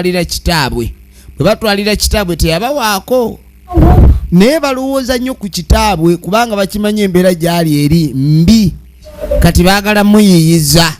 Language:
Ganda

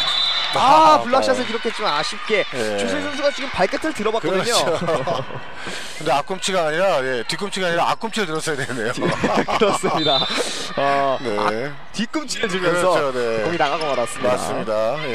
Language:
Korean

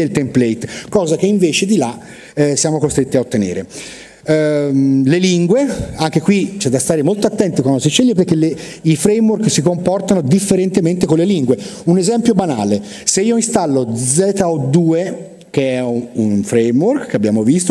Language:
Italian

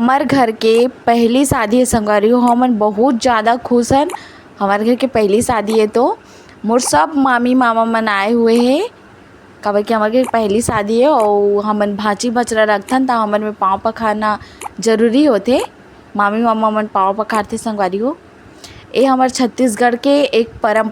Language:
Chhattisgarhi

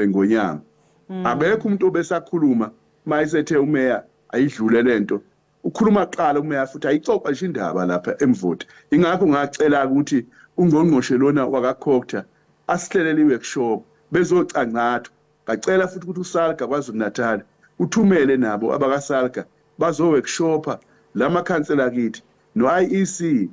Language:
Zulu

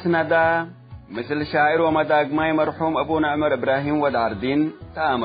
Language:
Tigre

